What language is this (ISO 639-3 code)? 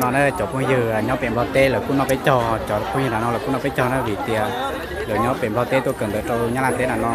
hmn